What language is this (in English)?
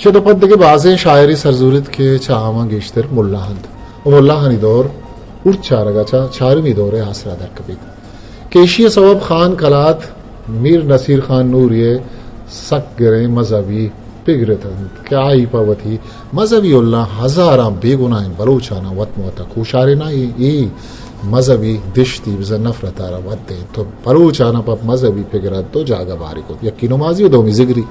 Eastern Balochi